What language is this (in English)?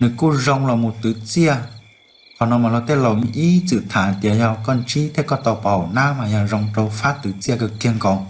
Hmong